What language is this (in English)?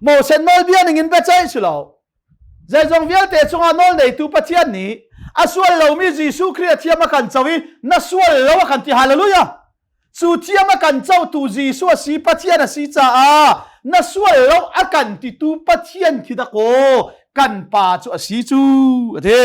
Hakha Chin